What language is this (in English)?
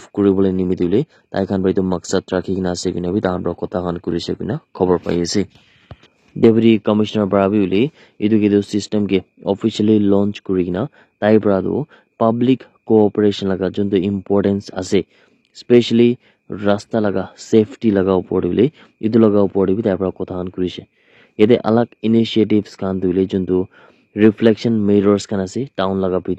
Naga Pidgin